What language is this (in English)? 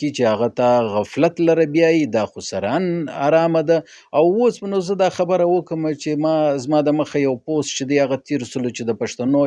Pashto